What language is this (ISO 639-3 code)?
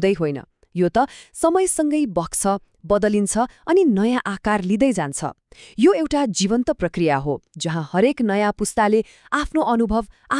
nep